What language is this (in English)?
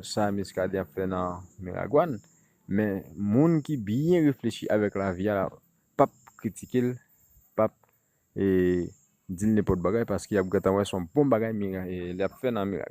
Haitian Creole